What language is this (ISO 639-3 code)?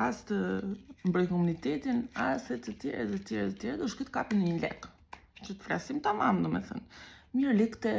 sqi